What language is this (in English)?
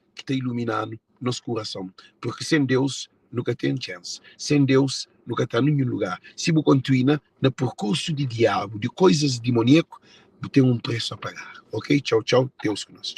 Kabuverdianu